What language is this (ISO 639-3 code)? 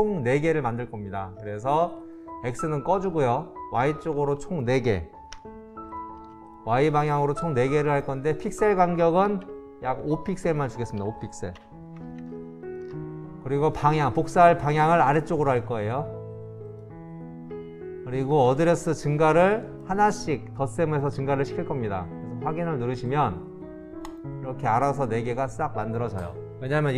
kor